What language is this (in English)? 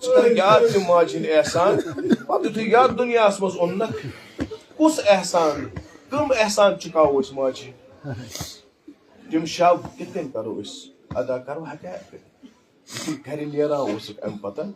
Kashmiri